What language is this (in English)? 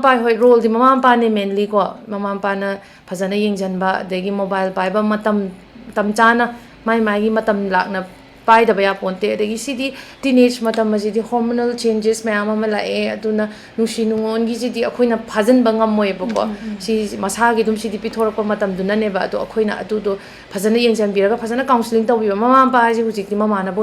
Manipuri